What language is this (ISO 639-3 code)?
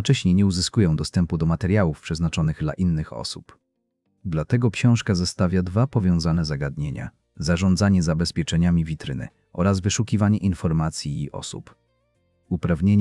pol